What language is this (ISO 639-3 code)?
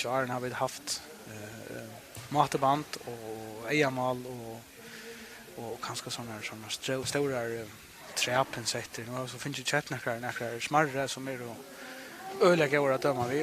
fao